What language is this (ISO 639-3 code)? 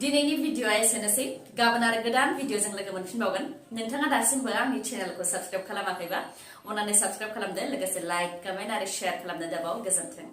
brx